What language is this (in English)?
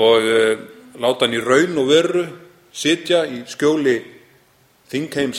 Icelandic